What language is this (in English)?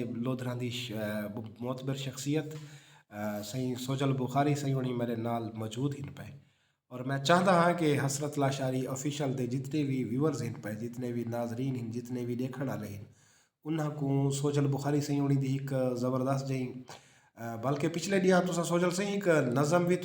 Saraiki